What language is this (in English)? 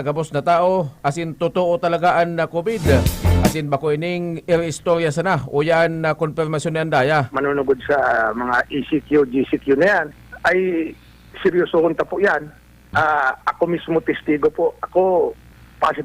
Bikol